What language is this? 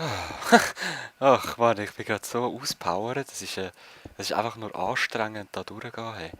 Swiss German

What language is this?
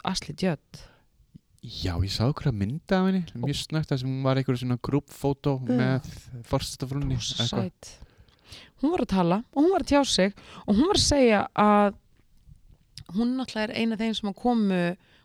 Icelandic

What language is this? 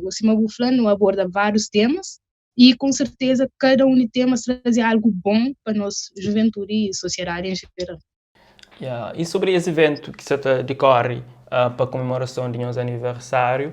Kabuverdianu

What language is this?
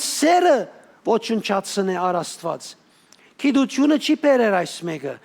Western Armenian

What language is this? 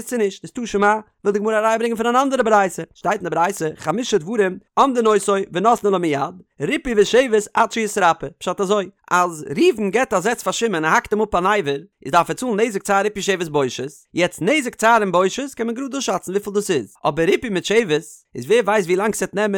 Yiddish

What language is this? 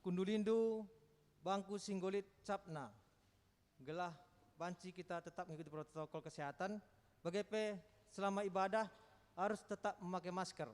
Batak Karo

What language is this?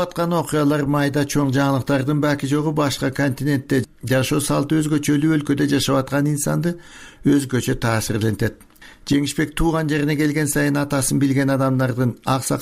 Kyrgyz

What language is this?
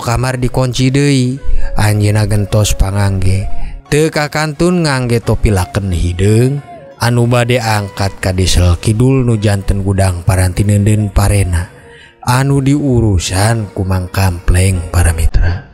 Sundanese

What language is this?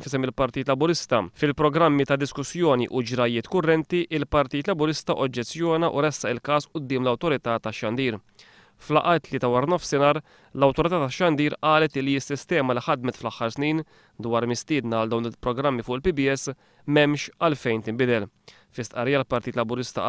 Maltese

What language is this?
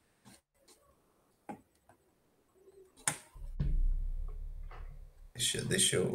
Portuguese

